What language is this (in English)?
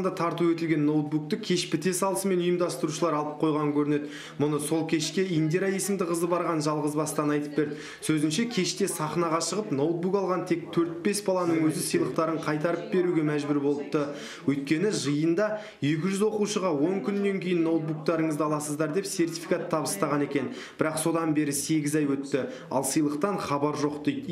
Kazakh